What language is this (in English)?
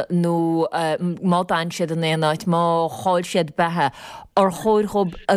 Irish